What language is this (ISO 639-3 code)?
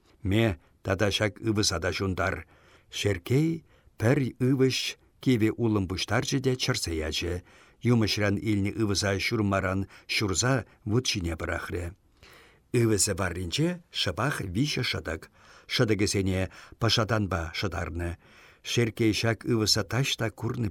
chv